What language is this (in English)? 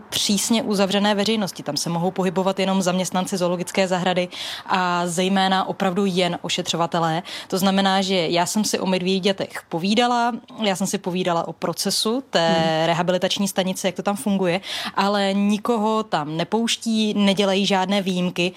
Czech